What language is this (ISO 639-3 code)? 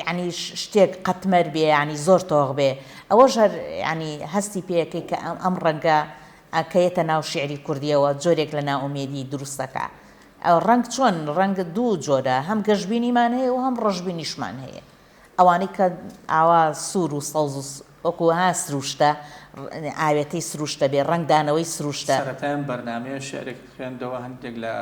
ckb